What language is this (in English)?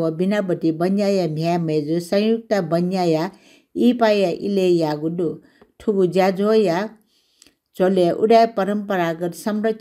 Newari